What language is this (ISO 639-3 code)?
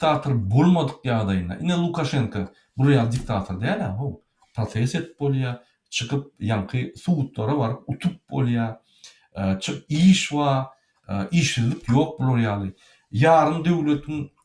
tuk